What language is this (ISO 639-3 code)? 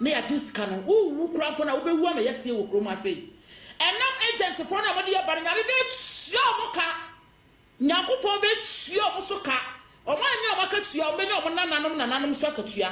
aka